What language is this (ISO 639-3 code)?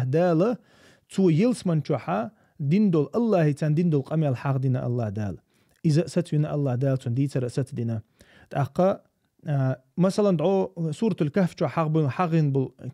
che